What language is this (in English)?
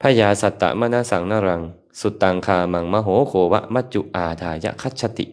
Lao